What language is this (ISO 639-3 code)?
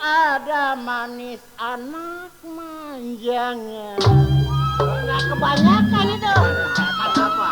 bew